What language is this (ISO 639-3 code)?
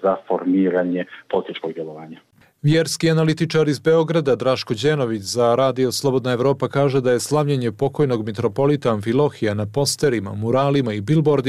srp